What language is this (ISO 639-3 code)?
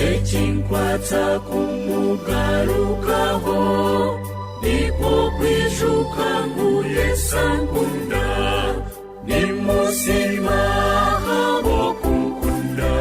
nyn